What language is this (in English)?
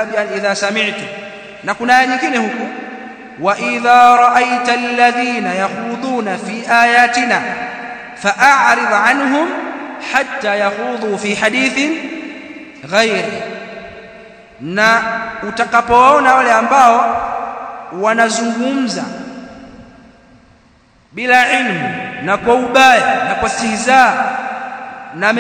Swahili